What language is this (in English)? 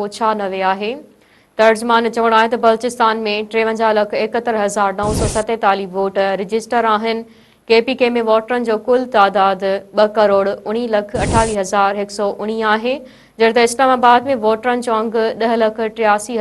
Sindhi